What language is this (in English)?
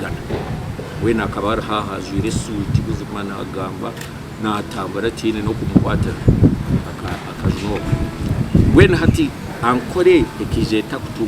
Nyankole